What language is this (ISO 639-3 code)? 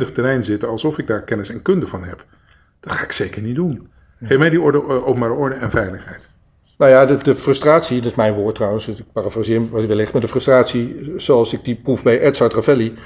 nld